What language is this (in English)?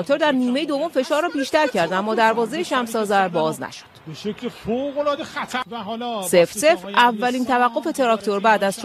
Persian